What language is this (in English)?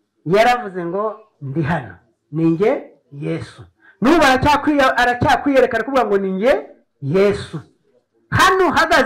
Kinyarwanda